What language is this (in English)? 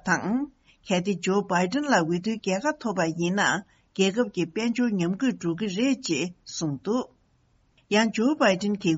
Tibetan